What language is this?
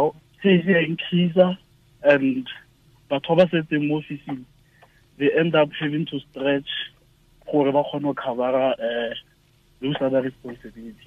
Tswana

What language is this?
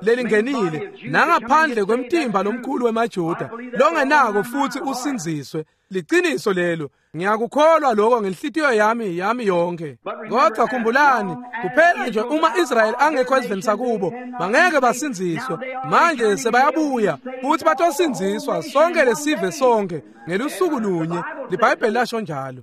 Swati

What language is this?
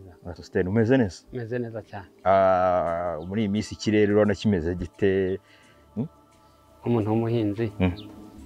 Kinyarwanda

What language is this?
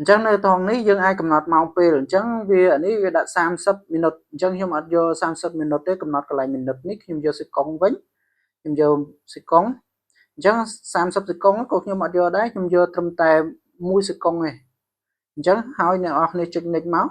Khmer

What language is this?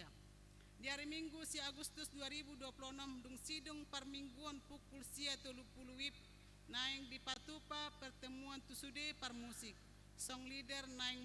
Batak Toba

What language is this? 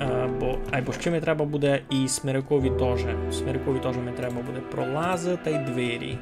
Rusyn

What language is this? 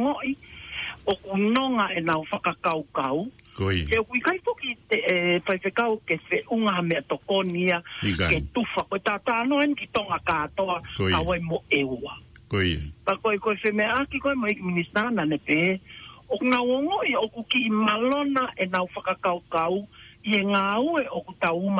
Tongan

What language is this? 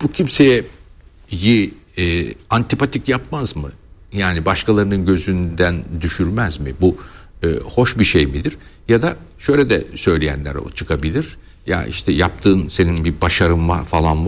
Turkish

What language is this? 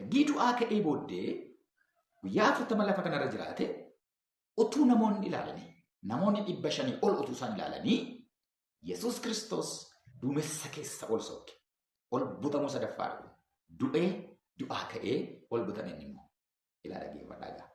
Oromo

